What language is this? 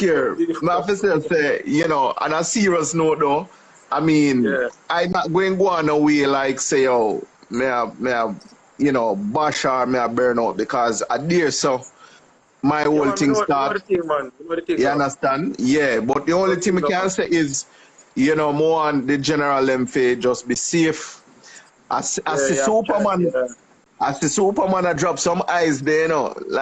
Jamaican Creole English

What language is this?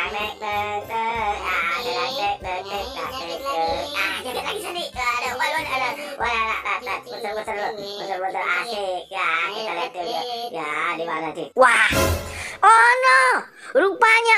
Betawi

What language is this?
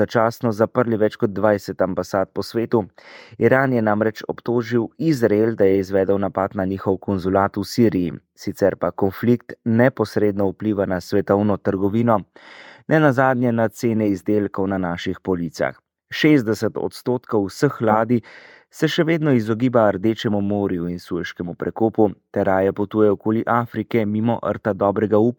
Slovenian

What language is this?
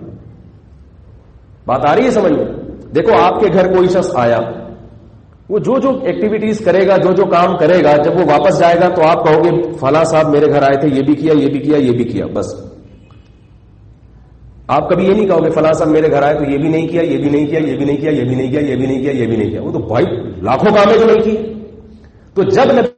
Urdu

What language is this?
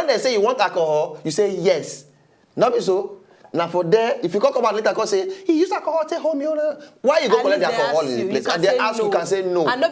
Nigerian Pidgin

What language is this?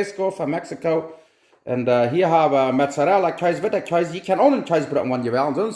Plautdietsch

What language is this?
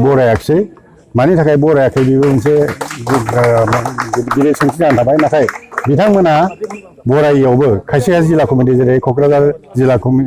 Bodo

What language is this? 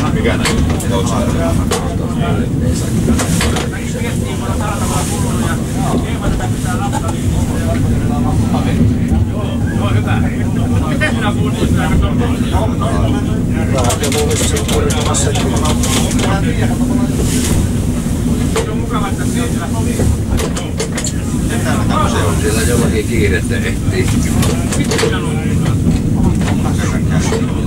Finnish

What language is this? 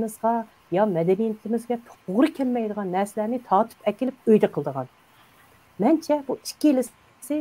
Uyghur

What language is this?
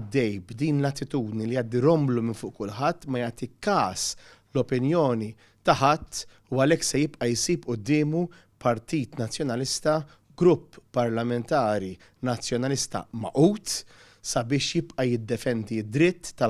Maltese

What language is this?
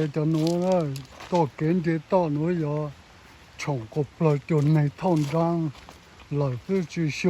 Hmong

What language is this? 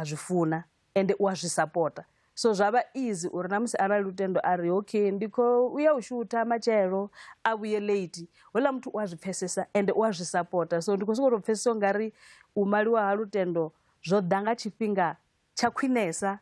Venda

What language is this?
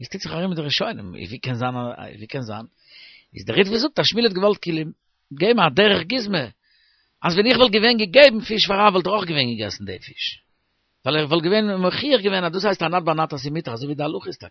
Yiddish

